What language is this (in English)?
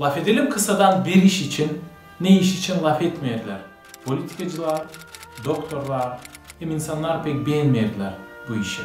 Gagauz